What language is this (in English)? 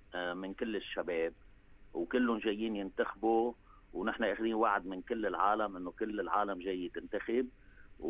North Levantine Arabic